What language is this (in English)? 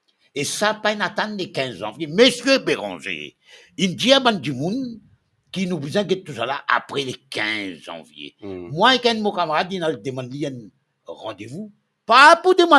Morisyen